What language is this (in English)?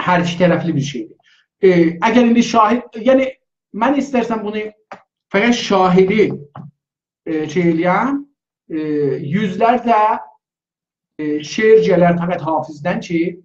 South Azerbaijani